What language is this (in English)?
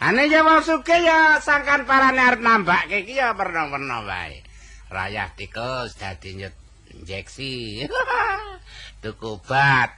Javanese